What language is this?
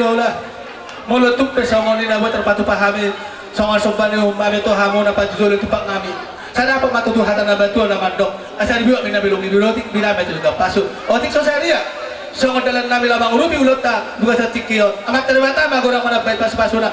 Batak Toba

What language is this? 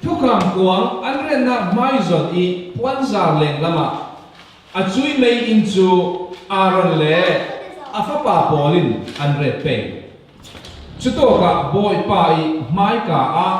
Falam Chin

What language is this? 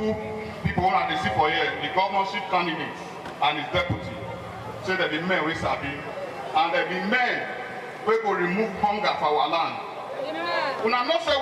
Nigerian Pidgin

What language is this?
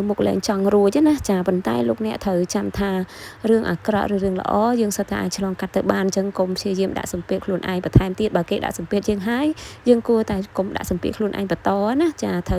Khmer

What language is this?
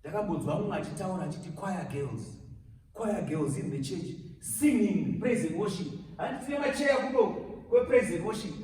Shona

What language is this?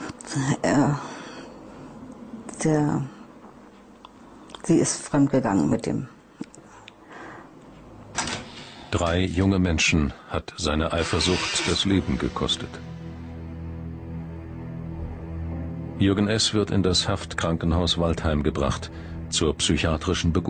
German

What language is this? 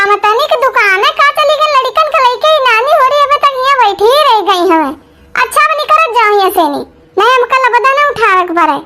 Awadhi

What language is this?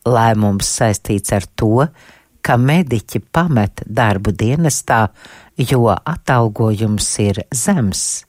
Latvian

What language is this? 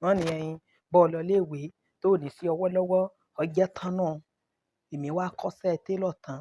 Yoruba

